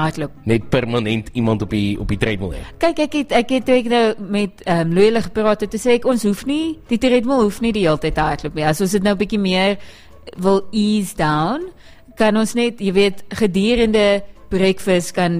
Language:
Afrikaans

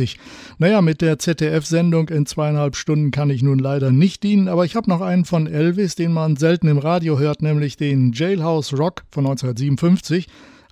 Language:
German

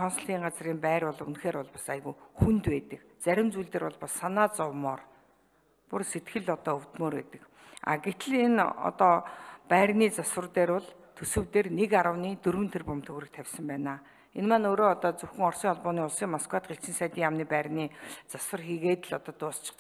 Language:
Mongolian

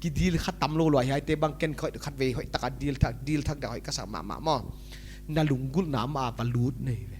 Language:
Paite Chin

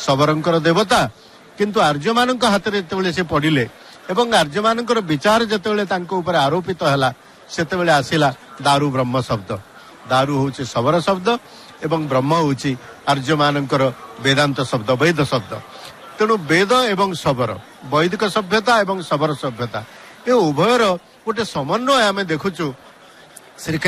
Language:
Odia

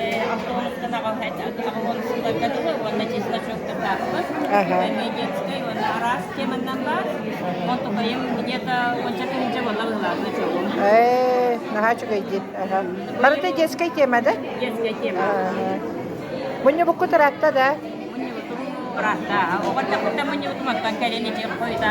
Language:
Yakut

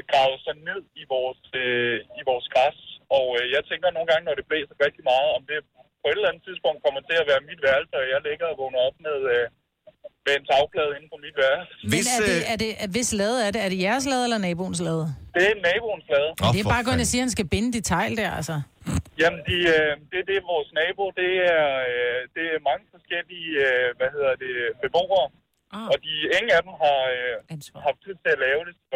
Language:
Danish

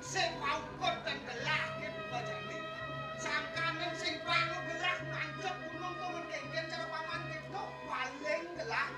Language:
Balinese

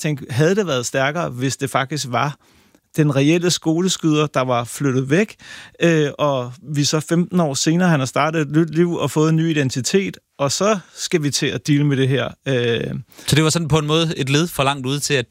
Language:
Danish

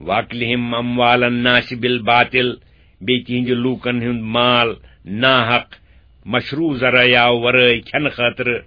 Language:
Kashmiri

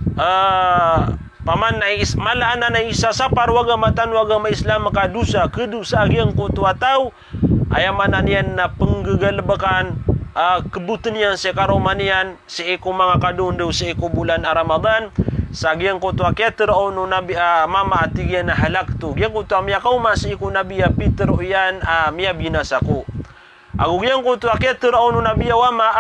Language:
Maranao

